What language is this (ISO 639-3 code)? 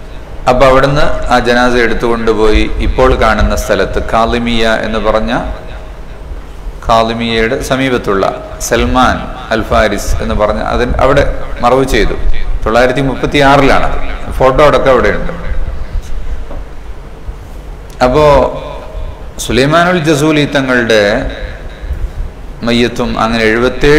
mal